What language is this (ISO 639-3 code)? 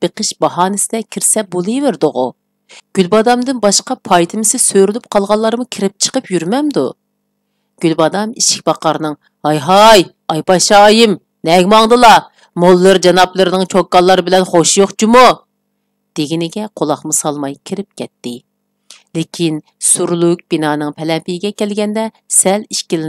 uig